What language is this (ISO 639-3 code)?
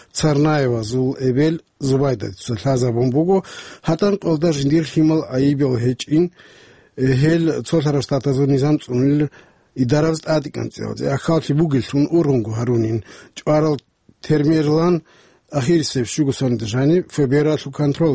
ava